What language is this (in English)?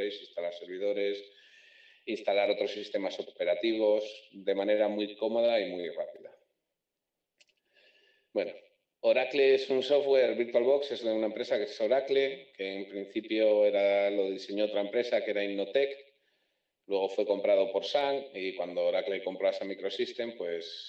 Spanish